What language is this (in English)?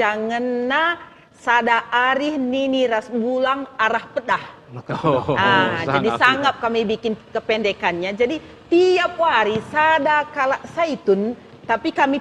Batak Karo